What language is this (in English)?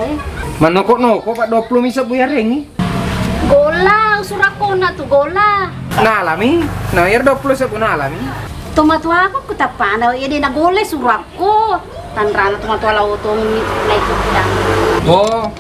Buginese